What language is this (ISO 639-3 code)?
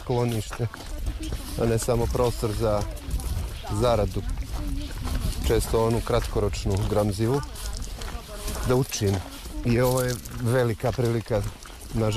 hrv